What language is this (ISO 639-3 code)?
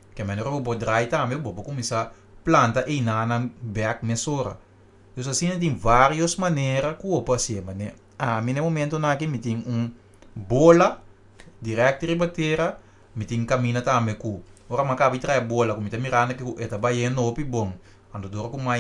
pap